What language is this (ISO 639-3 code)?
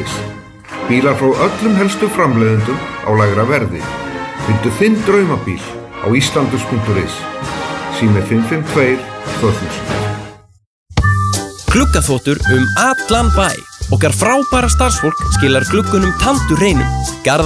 isl